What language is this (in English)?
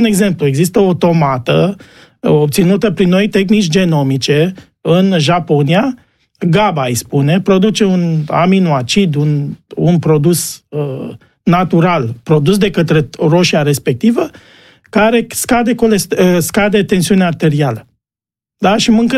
Romanian